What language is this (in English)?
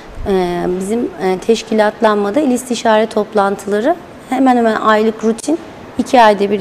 Turkish